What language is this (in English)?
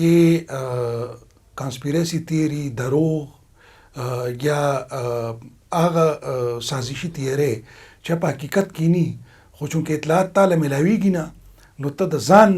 Pashto